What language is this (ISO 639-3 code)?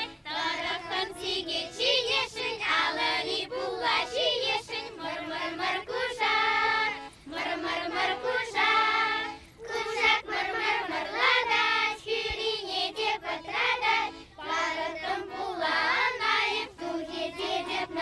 chv